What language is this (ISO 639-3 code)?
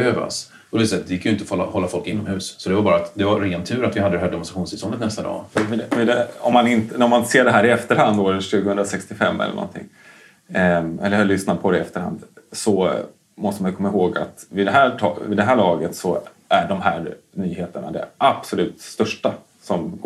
swe